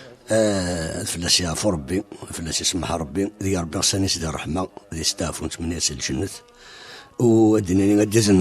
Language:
Kabyle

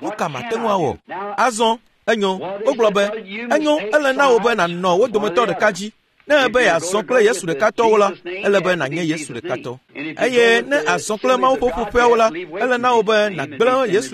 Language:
Ewe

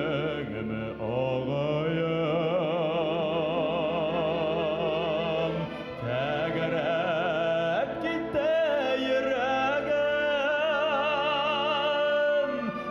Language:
Bashkir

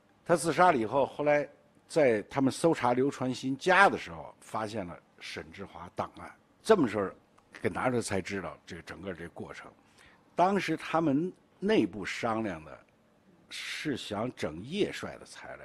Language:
Chinese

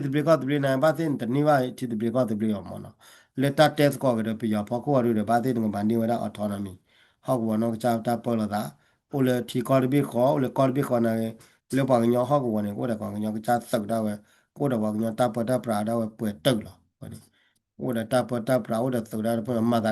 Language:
S'gaw Karen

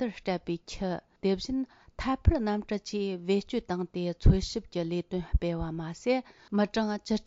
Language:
Tibetan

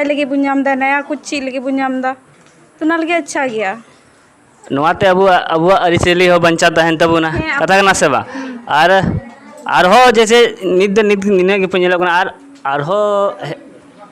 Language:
Santali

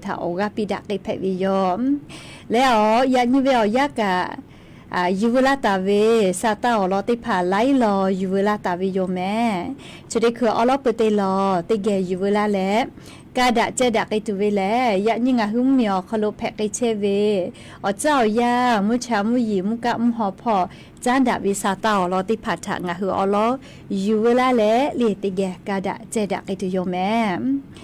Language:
Lahu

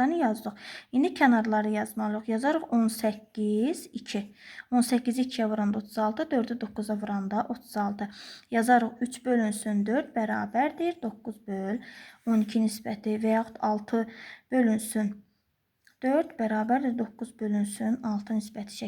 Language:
Azerbaijani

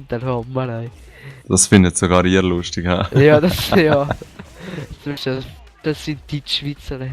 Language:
Swiss German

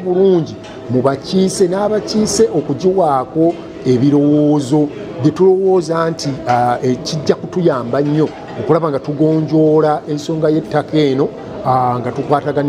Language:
Ganda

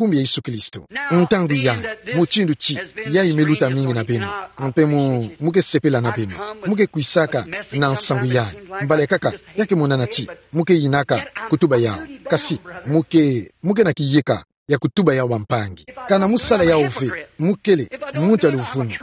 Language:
Kituba (Democratic Republic of Congo)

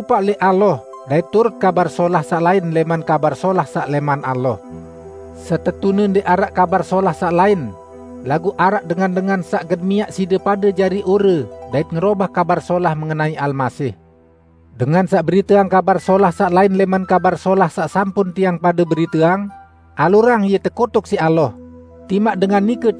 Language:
Sasak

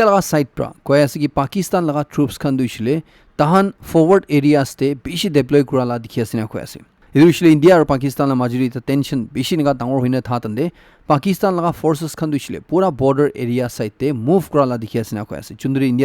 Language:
Naga Pidgin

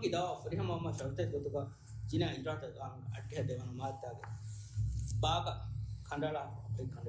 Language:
Divehi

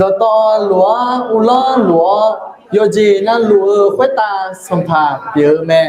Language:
Akha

